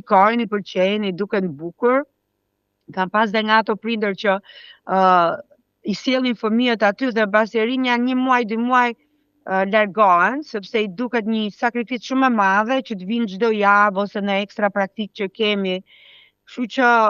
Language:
Albanian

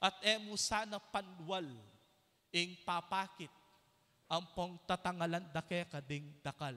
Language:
Pampanga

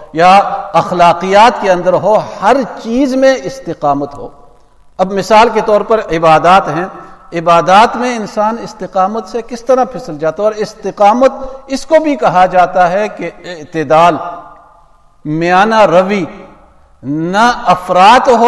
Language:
Urdu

